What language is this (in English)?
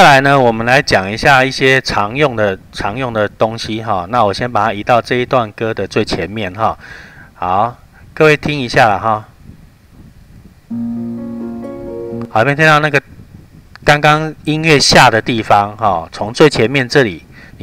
Chinese